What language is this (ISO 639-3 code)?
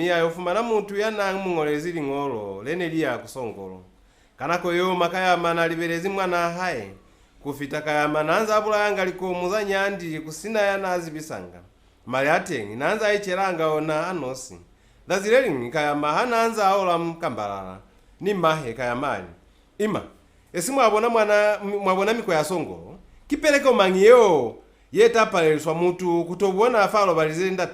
loz